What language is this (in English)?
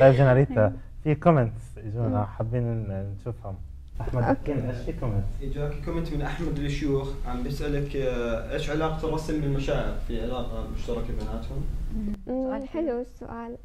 North Levantine Arabic